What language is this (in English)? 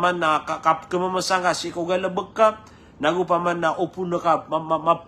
Maranao